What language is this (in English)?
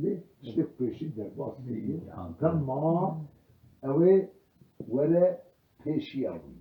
Kurdish